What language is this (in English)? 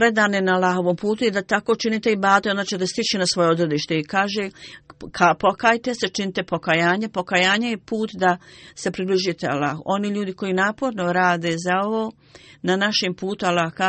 Bosnian